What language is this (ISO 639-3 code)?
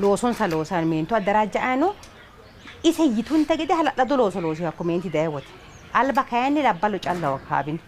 sid